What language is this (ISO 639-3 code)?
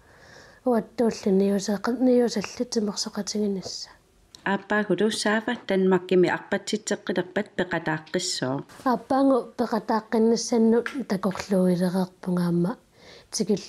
kal